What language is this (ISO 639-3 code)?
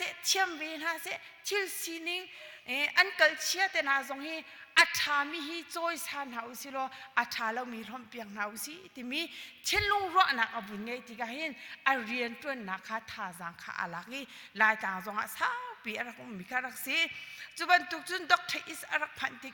cnh